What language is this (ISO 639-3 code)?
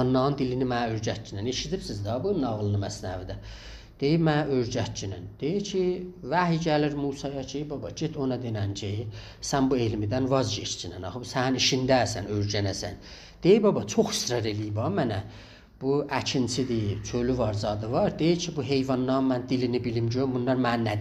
azb